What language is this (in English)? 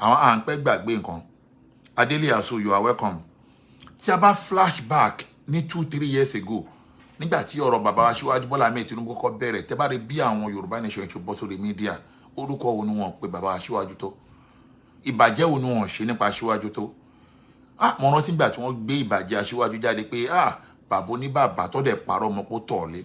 Yoruba